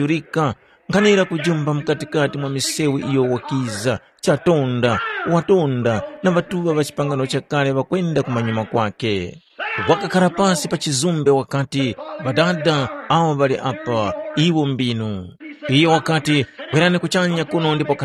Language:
Tumbuka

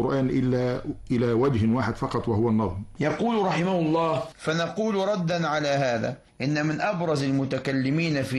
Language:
Arabic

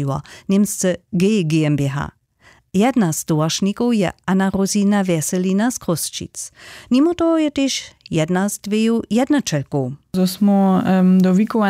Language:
Upper Sorbian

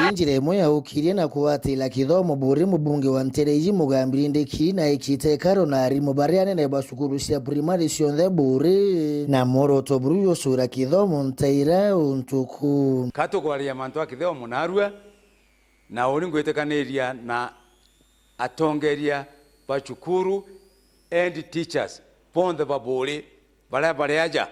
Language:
Meru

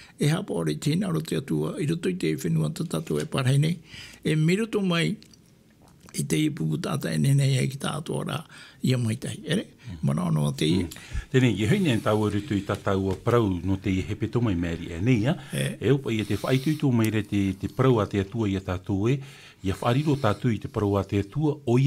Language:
Tahitian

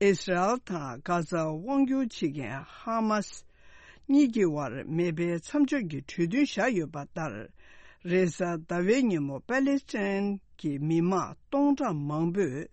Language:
Tibetan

